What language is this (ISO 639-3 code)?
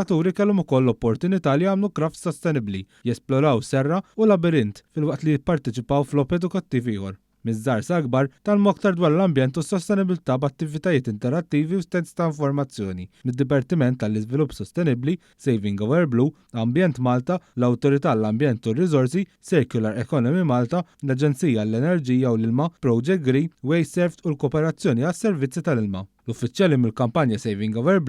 mlt